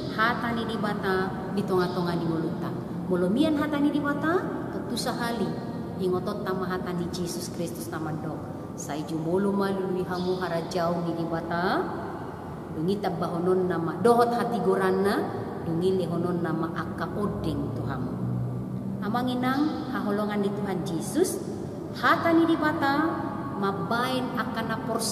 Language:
Batak Toba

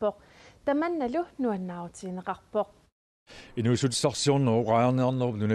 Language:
Kalaallisut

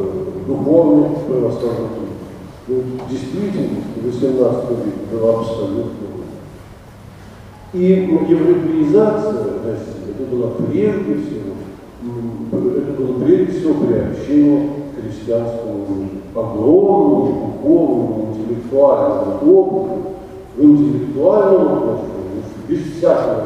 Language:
Russian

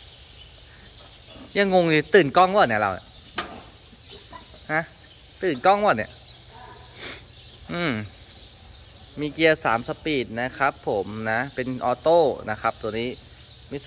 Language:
Thai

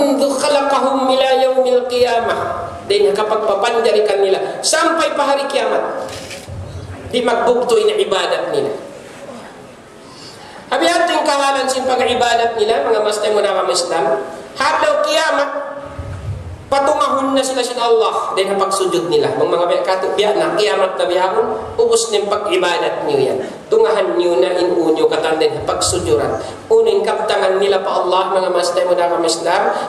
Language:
Tausug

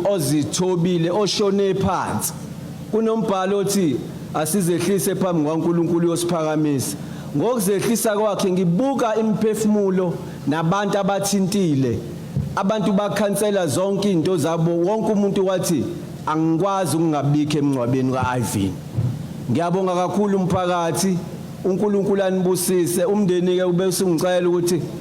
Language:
Zulu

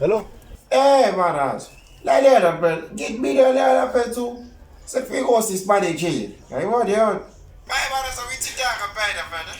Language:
Zulu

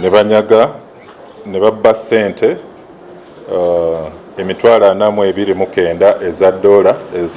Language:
Ganda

